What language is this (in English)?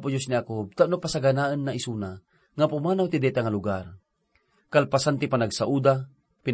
Iloko